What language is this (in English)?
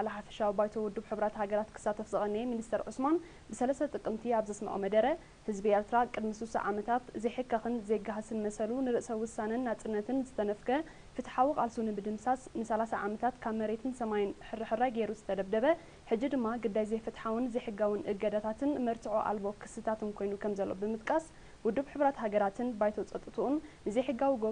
Tigrinya